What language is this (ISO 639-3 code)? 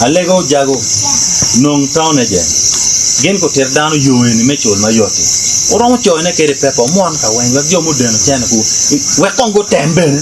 ach